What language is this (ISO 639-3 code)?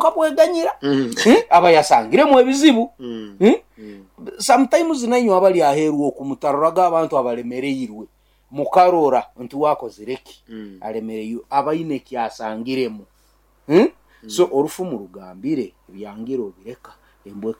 nyo